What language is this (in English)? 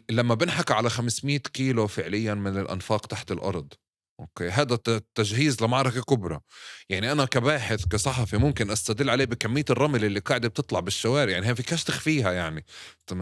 North Levantine Arabic